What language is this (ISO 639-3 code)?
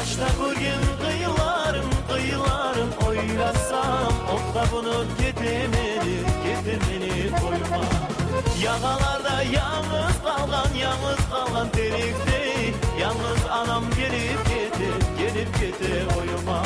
kum